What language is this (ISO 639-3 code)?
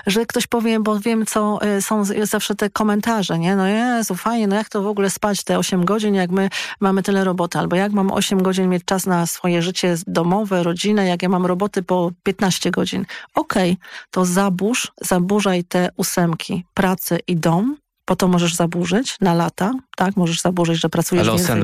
pol